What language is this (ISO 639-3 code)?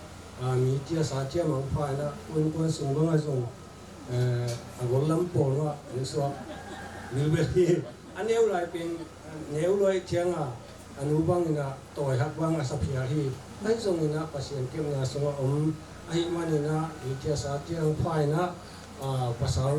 ctd